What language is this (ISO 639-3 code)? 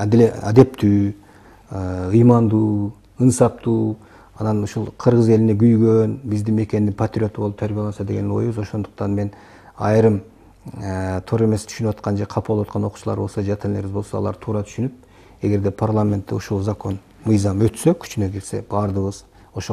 kir